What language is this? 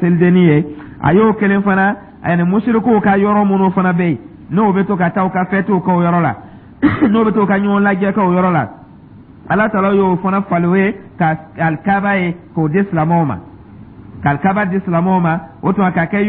Dyula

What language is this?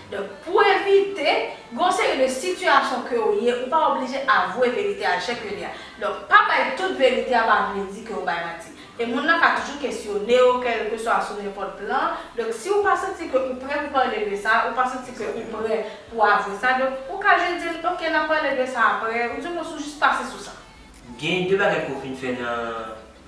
Haitian Creole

